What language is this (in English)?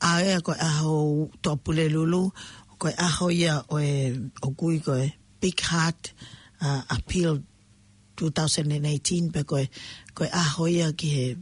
Tongan